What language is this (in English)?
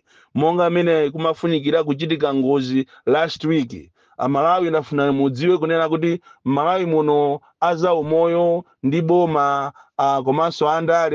Nyanja